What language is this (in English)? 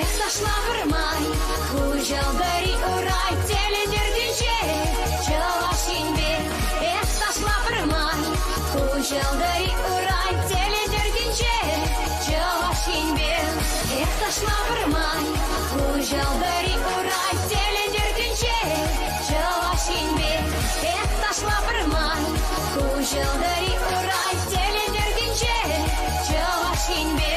Chuvash